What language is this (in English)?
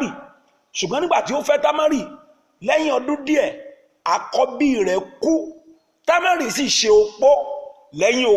Yoruba